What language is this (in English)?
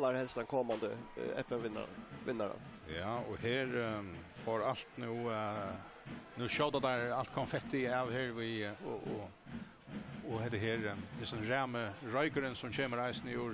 Faroese